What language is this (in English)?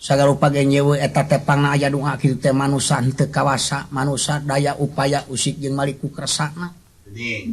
Sundanese